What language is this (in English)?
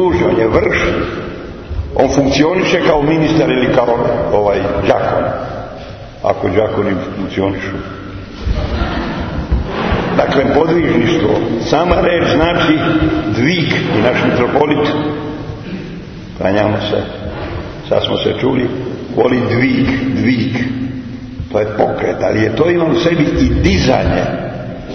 Serbian